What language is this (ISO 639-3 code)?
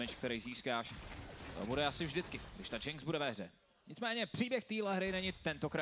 ces